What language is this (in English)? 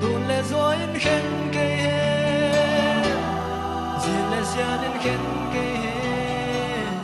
Paite Chin